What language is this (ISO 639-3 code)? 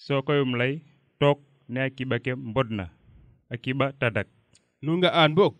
srr